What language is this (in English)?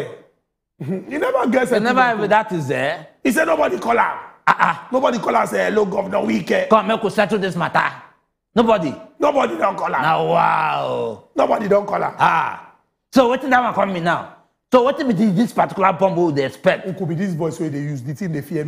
Nigerian Pidgin